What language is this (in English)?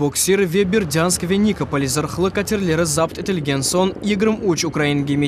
Crimean Tatar